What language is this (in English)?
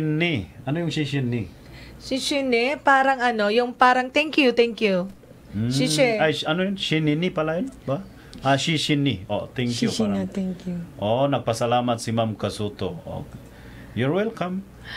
Filipino